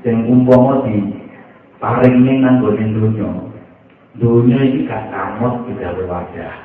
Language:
Javanese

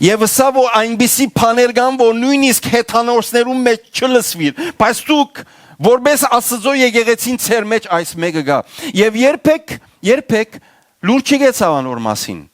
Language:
Western Armenian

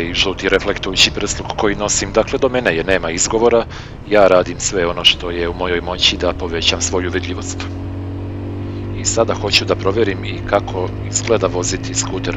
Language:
Serbian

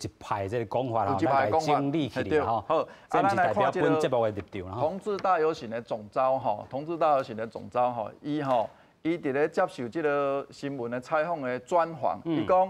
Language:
Min Nan Chinese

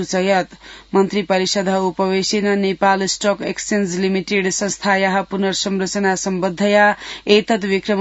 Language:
Sanskrit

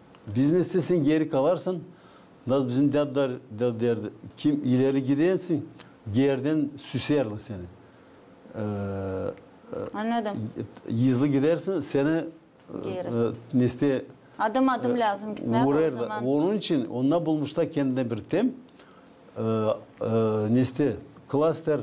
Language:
Gagauz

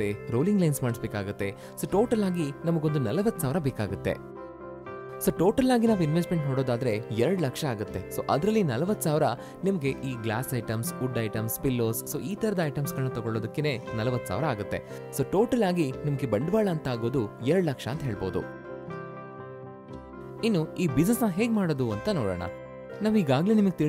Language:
Kannada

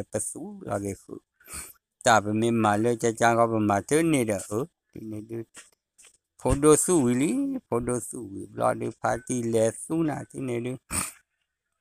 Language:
S'gaw Karen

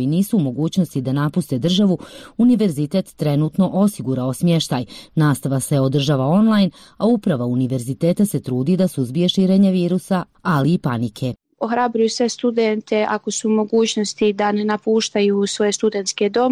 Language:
Bosnian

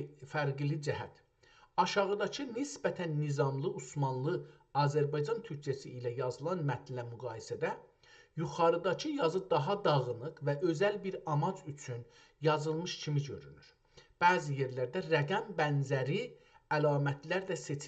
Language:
South Azerbaijani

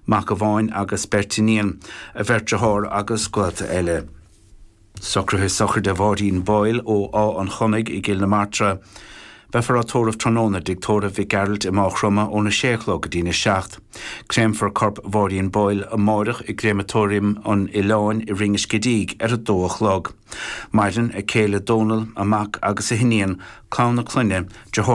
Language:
Irish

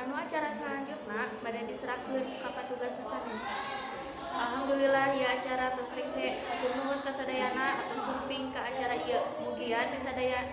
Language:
Sundanese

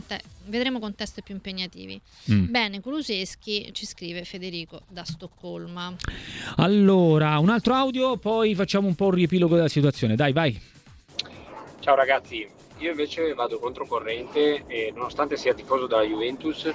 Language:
Italian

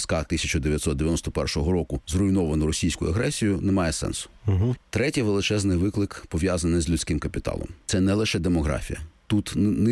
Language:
Ukrainian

